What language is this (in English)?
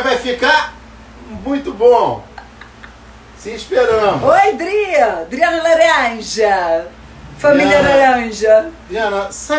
Portuguese